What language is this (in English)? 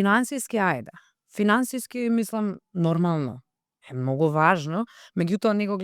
Macedonian